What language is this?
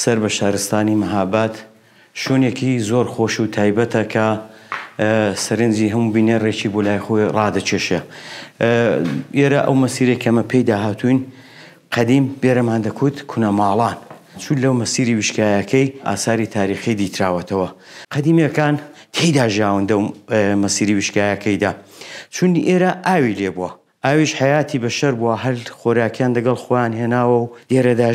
Central Kurdish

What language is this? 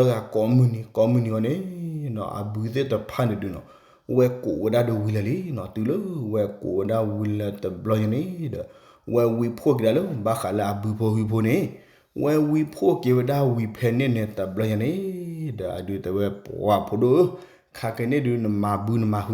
S'gaw Karen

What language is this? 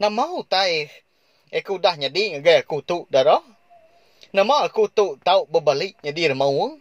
Iban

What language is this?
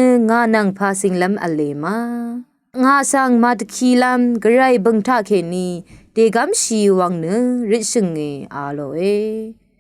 Rawang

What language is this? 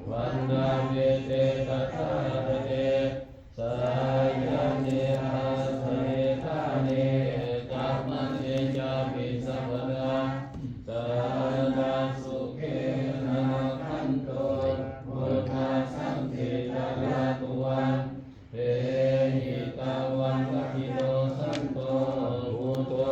Pali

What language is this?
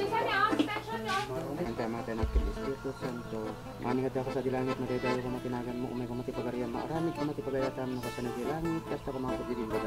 Iloko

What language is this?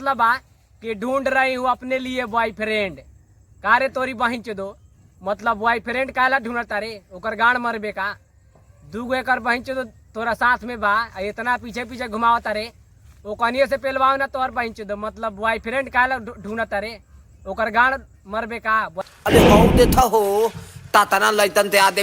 Bhojpuri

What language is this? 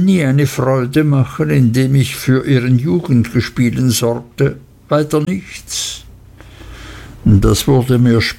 German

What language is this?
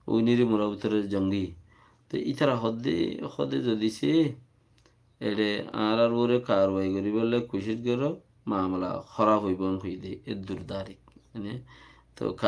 Rohingya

